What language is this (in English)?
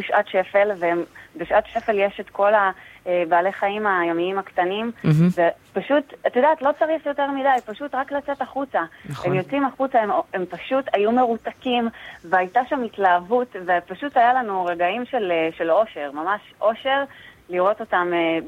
Hebrew